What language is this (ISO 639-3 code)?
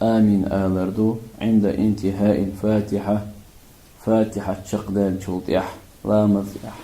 che